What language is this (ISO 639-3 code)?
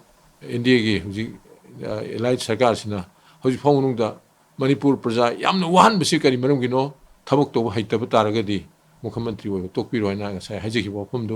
mni